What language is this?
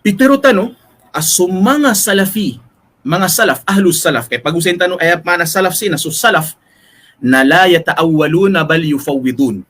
Maranao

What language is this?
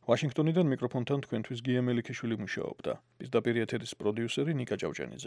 Georgian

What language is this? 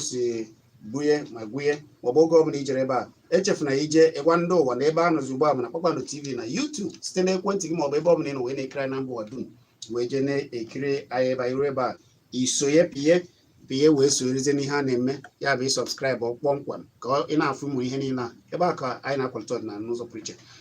Igbo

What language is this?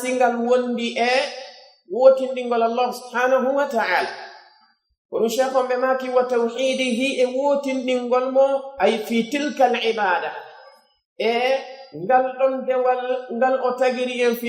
Pular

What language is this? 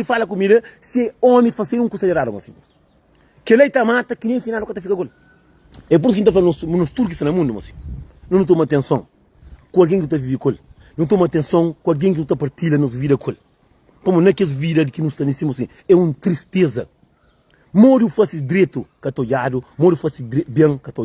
Kabuverdianu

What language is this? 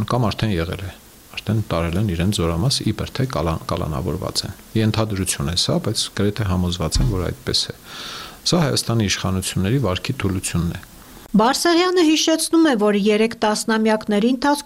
Armenian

